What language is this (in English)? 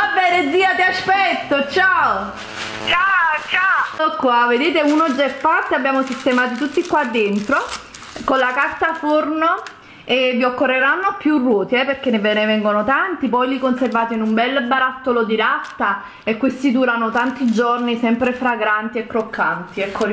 Italian